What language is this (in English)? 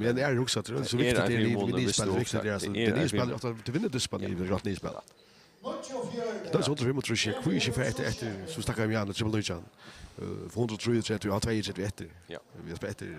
Faroese